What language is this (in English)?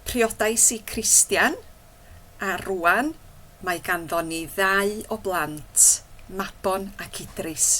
Welsh